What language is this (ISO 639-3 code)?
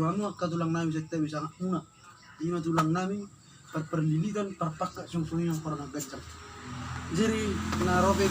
bbc